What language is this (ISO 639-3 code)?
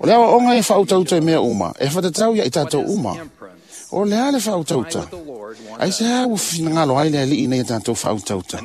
smo